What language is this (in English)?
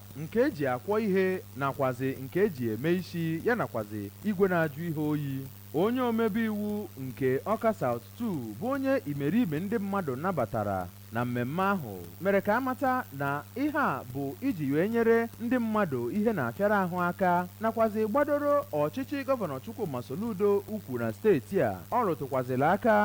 Igbo